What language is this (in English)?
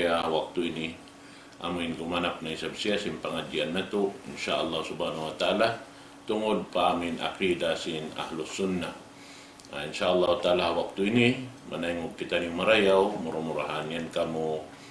Tausug